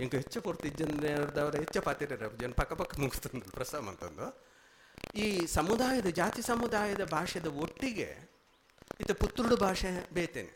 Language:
Tulu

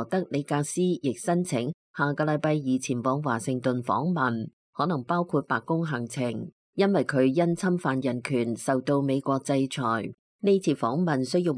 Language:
Cantonese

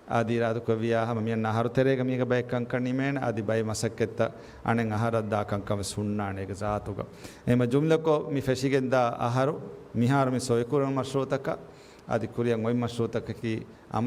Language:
Divehi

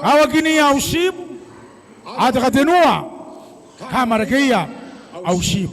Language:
Gilbertese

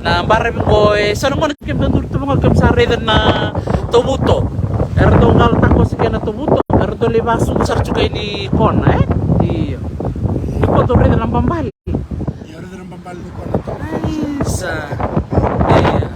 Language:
Fijian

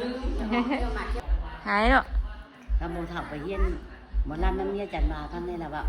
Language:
Northeastern Thai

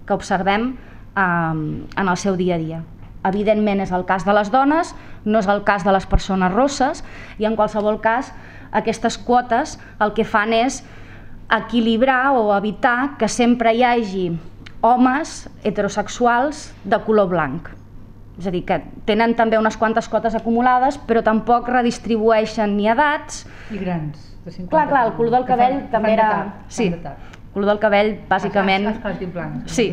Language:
Catalan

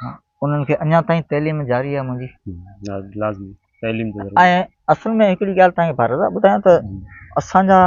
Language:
Sindhi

